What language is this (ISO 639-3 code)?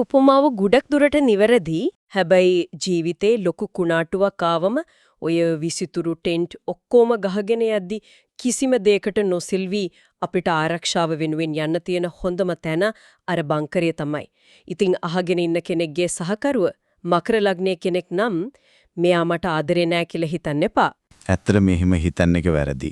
sin